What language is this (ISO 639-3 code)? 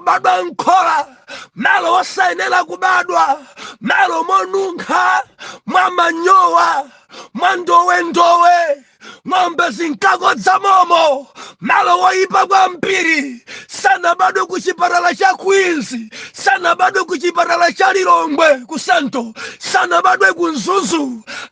nya